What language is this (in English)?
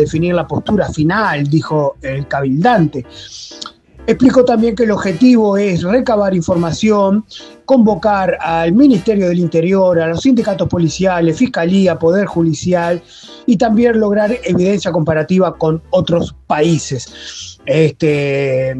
Spanish